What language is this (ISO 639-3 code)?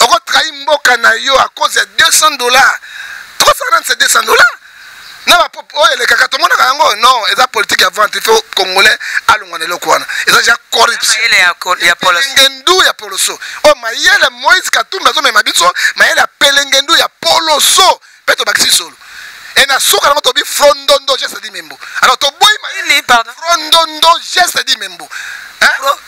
lin